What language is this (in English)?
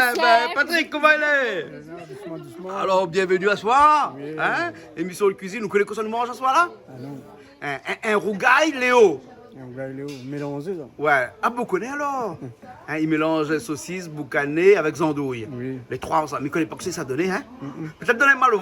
Réunion Creole French